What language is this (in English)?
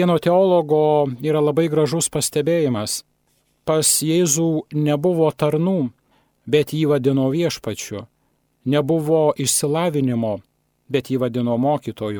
Lithuanian